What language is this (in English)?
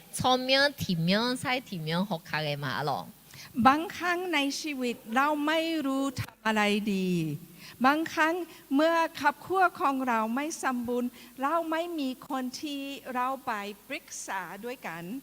Akha